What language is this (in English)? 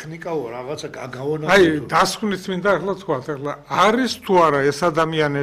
Georgian